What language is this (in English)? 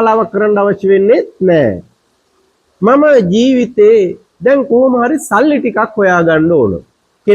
Sinhala